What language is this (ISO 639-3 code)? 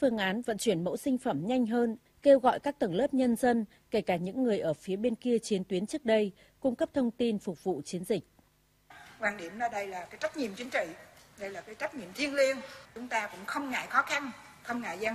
vie